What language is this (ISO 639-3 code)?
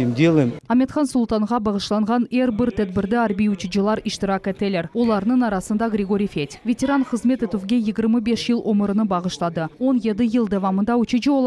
crh